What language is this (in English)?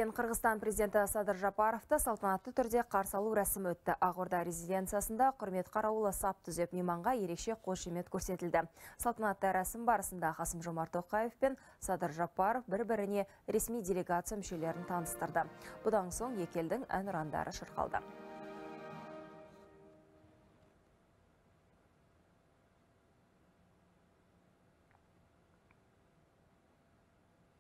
Kazakh